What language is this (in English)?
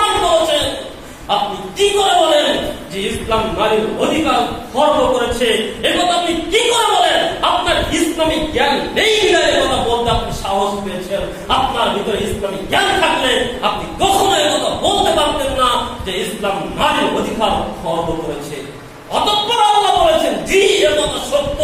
Bangla